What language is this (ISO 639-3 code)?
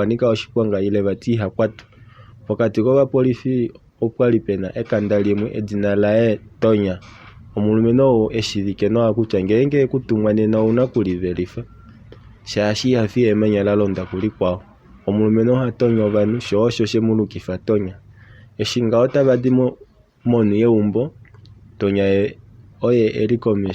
kua